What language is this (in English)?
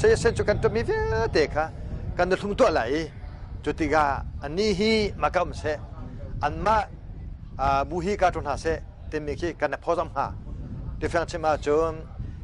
Hakha Chin